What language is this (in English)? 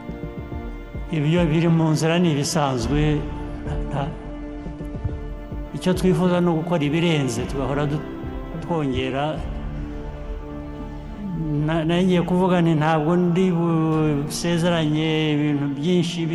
Kinyarwanda